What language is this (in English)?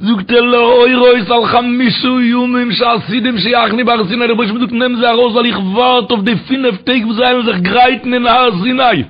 Yiddish